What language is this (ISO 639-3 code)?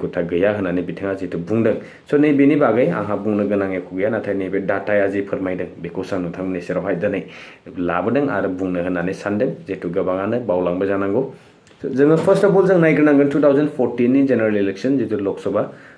brx